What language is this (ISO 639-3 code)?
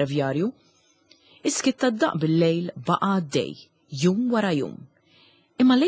mlt